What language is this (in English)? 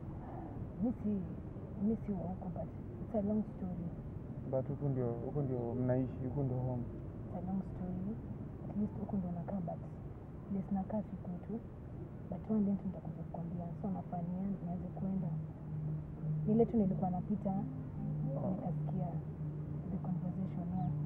Swahili